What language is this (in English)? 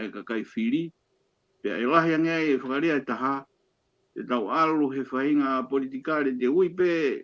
Tongan